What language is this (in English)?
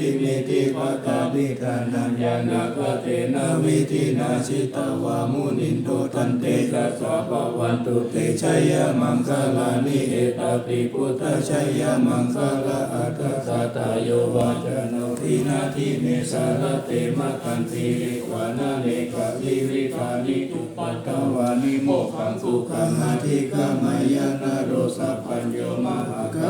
Pali